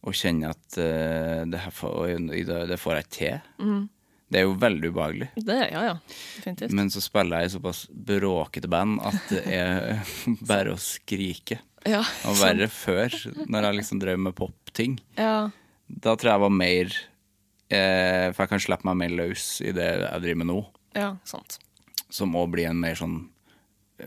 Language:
Norwegian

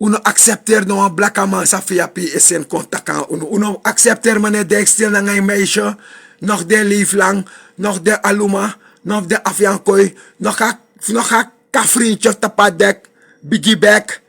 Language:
Sranan Tongo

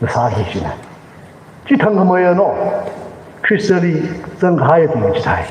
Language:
Tangkhul Naga (India)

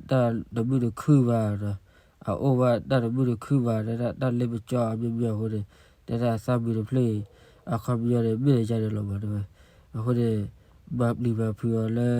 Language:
S'gaw Karen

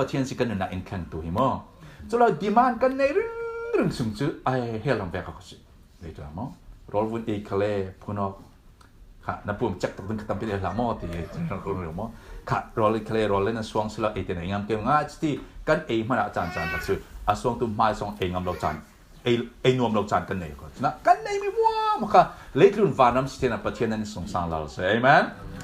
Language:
Falam Chin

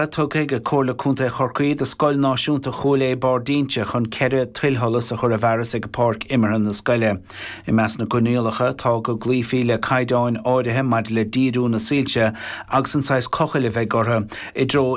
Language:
Irish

